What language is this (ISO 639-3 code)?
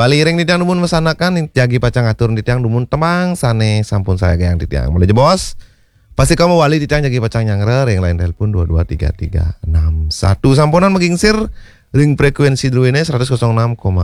ban